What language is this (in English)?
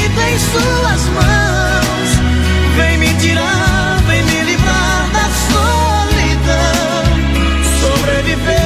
Portuguese